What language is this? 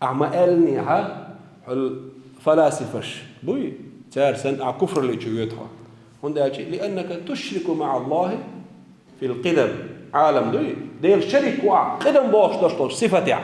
Chechen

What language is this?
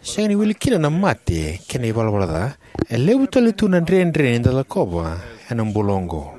Fijian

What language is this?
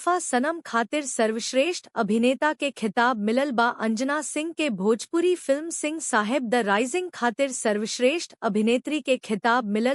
Bhojpuri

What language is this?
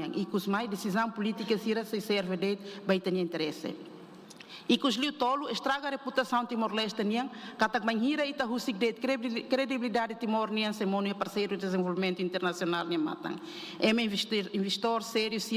Tetum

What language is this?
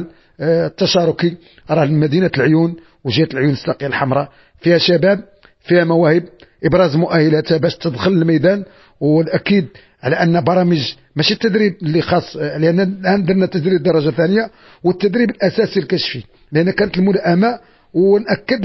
Moroccan Arabic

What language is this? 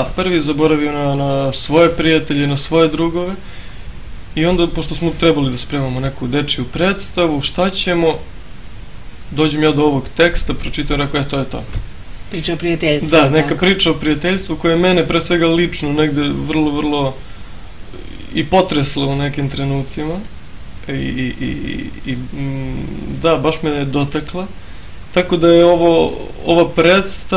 Serbian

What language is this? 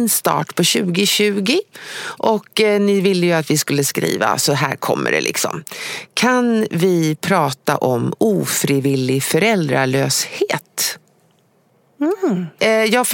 Swedish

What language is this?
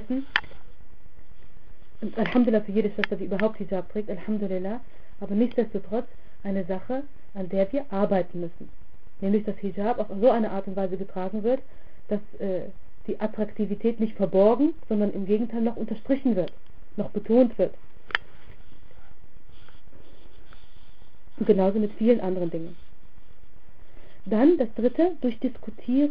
German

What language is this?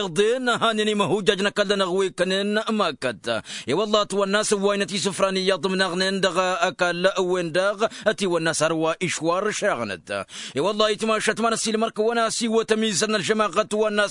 Tamasheq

